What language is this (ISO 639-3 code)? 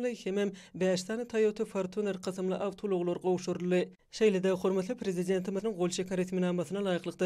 tuk